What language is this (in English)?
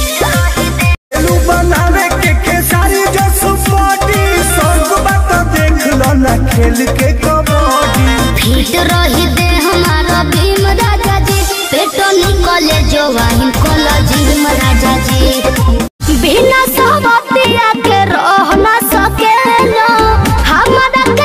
Bhojpuri